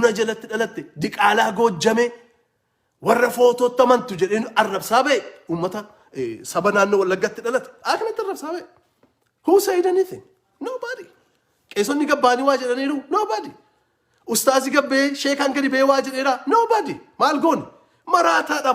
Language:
Oromo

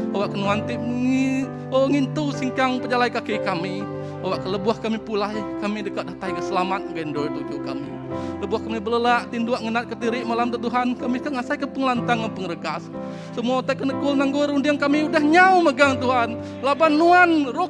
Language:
Iban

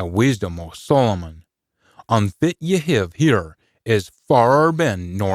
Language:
Scots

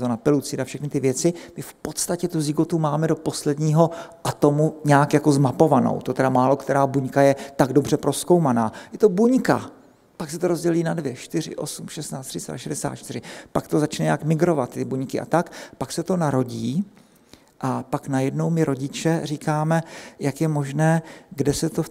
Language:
Czech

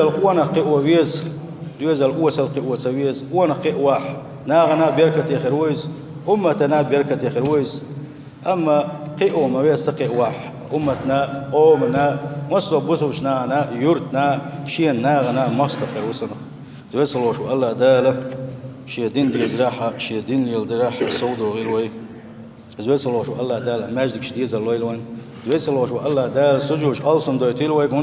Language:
Chechen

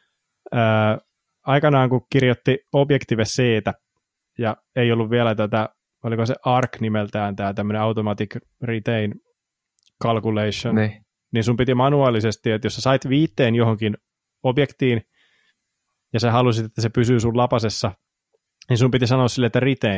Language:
Finnish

